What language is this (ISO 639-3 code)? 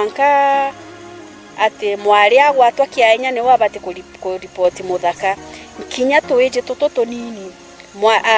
mer